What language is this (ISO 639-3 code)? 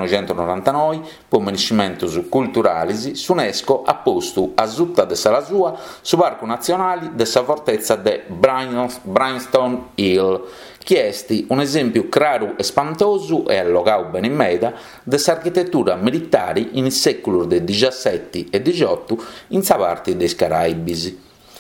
srd